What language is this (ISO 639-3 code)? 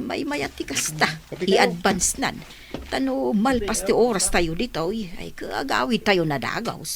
ilo